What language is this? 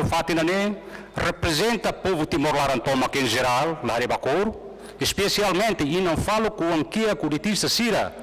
Tetum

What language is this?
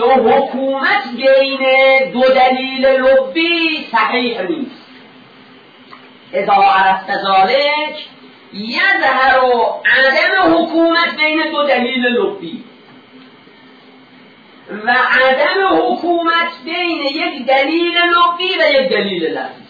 Persian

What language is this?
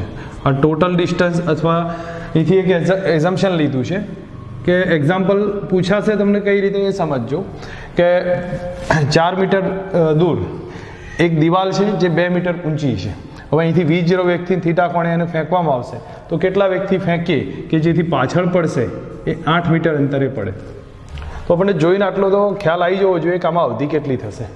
Gujarati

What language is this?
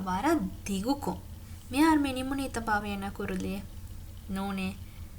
Divehi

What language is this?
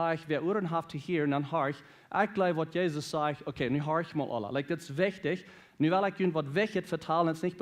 Plautdietsch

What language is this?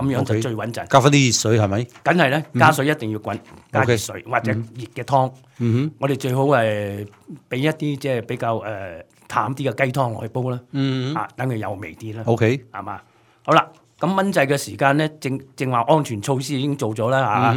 Cantonese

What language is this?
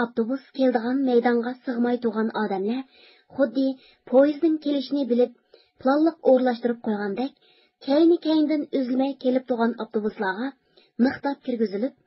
Uyghur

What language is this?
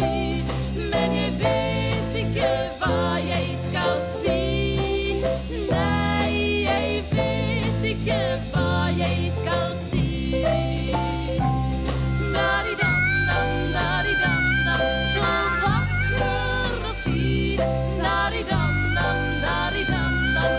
Norwegian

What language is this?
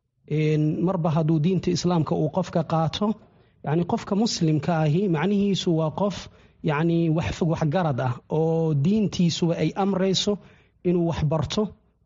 Somali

